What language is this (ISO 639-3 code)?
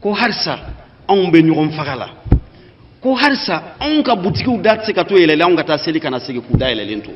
bam